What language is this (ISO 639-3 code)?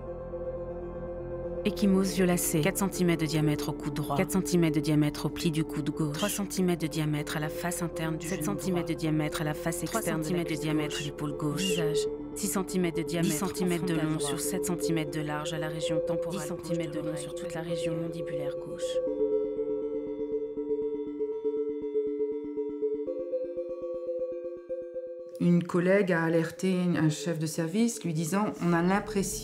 fra